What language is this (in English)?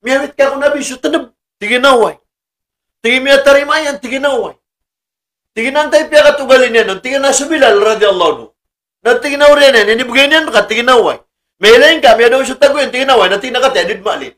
Maranao